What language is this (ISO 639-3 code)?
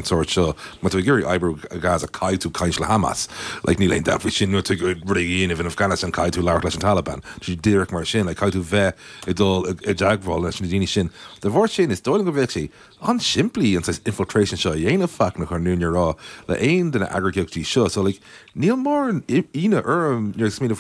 gle